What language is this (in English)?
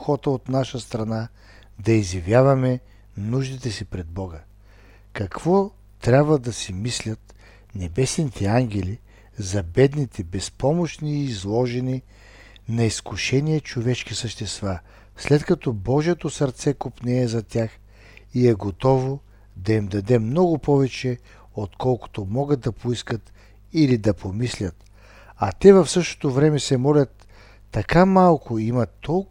Bulgarian